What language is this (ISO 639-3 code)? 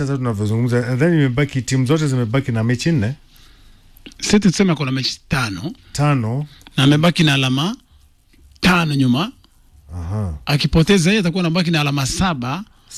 swa